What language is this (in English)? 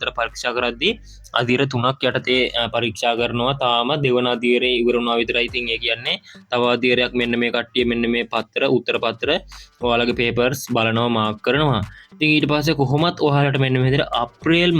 Sinhala